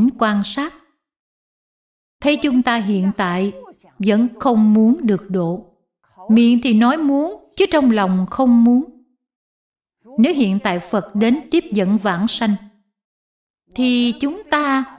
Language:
Vietnamese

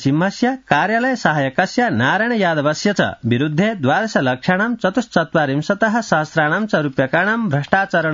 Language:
Sanskrit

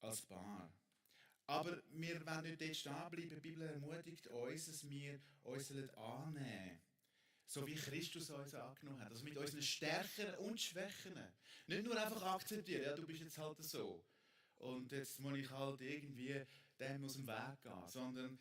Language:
Swiss German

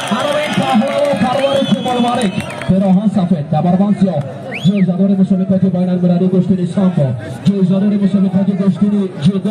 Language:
Tajik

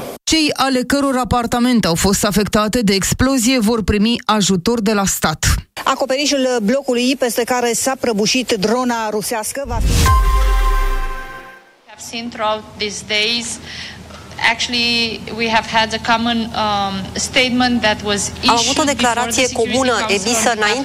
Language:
Romanian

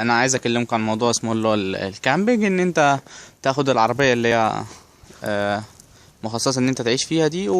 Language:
Egyptian Arabic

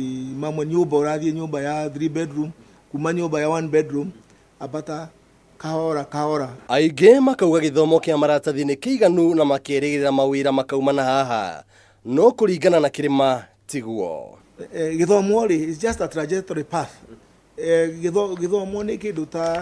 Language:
Kikuyu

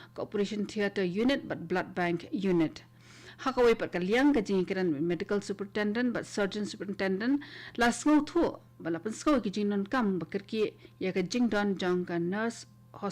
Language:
Khasi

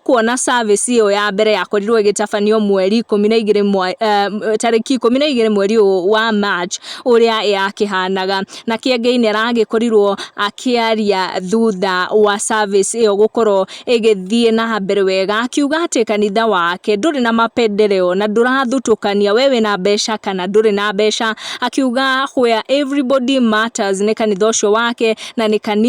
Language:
Kikuyu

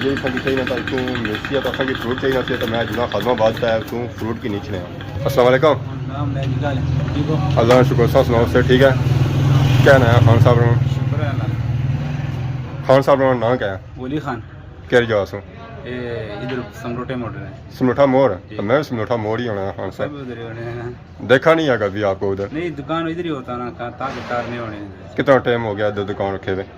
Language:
Pahari-Potwari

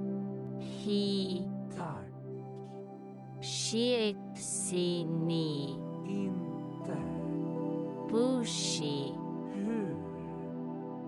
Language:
Swedish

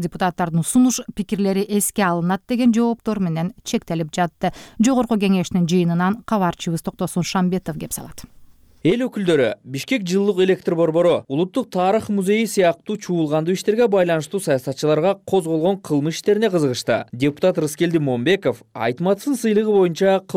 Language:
Kyrgyz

